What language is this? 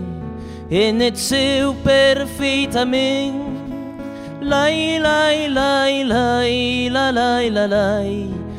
Occitan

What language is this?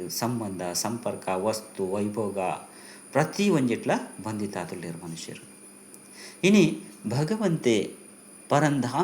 Tulu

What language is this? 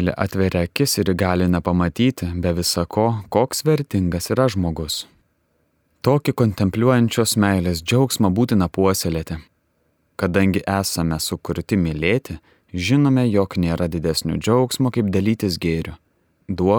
Lithuanian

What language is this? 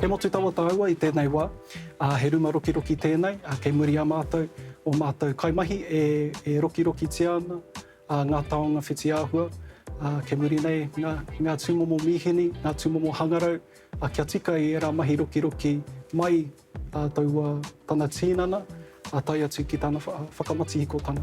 Māori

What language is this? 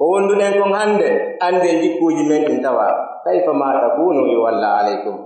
Pular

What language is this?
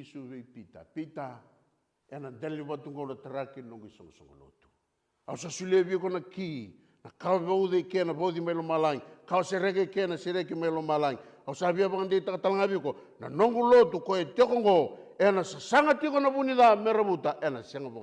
Fijian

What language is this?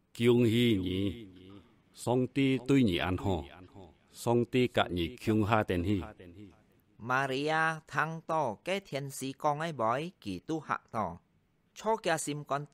Hakka Chinese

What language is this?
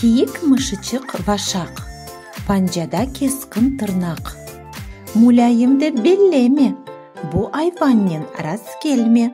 Crimean Tatar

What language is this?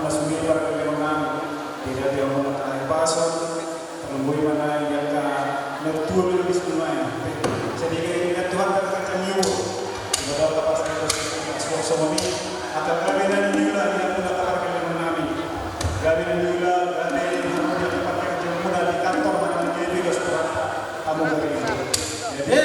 Batak Toba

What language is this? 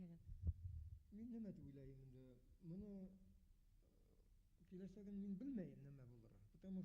Bashkir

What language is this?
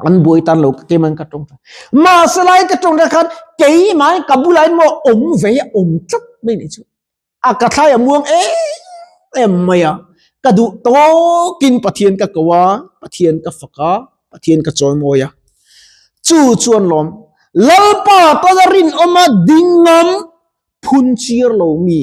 Mizo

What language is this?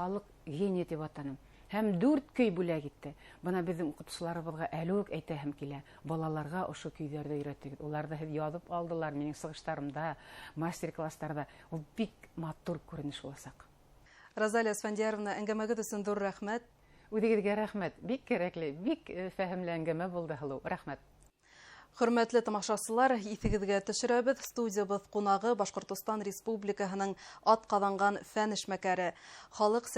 Bashkir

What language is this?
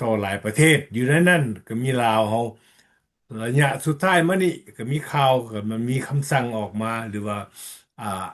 Lao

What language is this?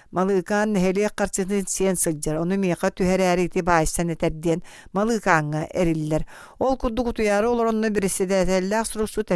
Yakut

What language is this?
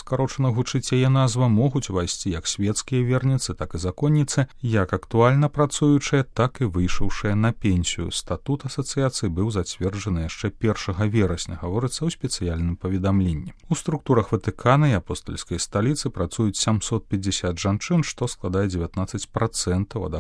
Belarusian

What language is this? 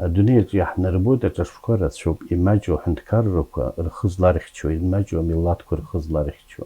Abkhazian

